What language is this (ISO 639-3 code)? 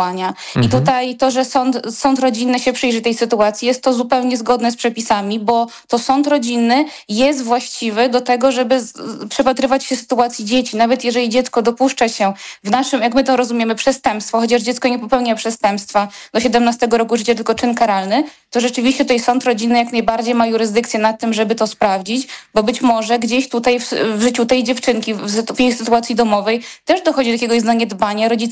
pol